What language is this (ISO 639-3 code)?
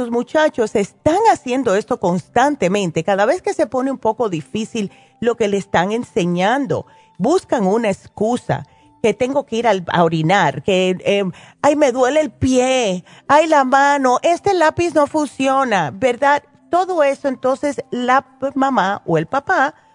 spa